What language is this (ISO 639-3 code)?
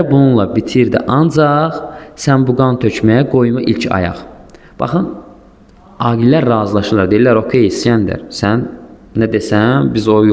aze